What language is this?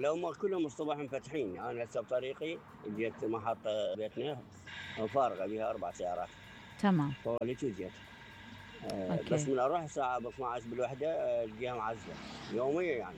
Mesopotamian Arabic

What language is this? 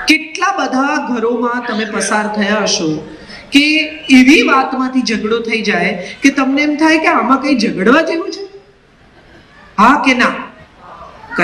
Gujarati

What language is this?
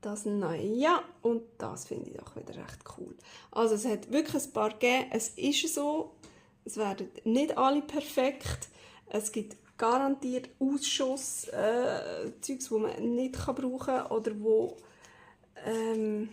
Swiss German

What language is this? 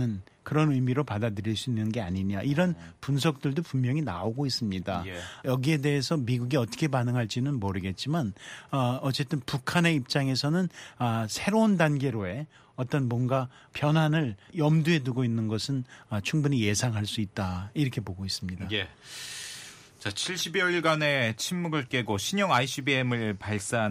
Korean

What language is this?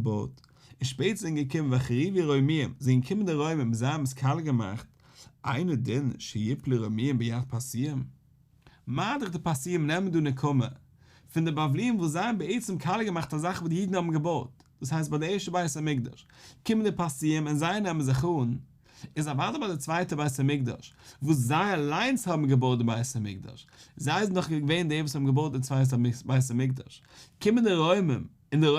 Yiddish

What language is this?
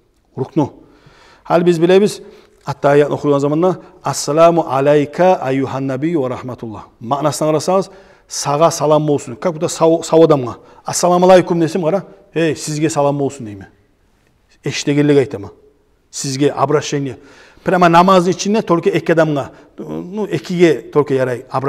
Kumyk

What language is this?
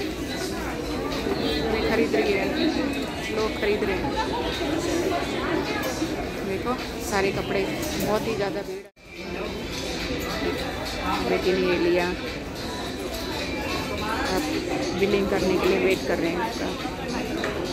Hindi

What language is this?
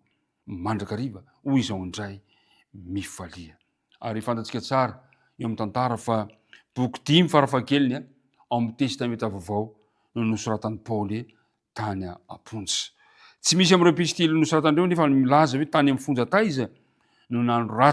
Malagasy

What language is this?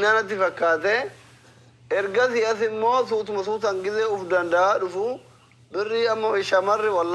Oromo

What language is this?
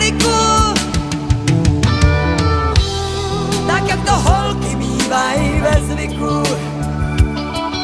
Czech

